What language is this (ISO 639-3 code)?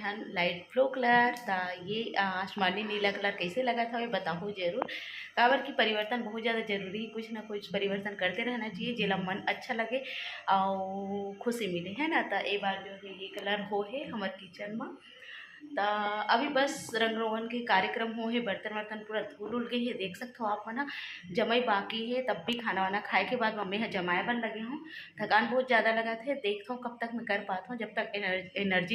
hne